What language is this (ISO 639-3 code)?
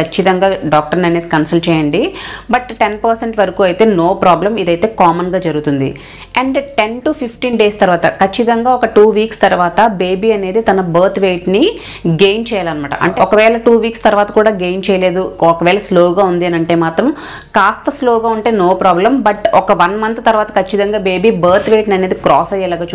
tel